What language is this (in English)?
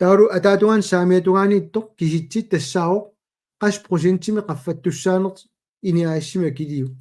Kalaallisut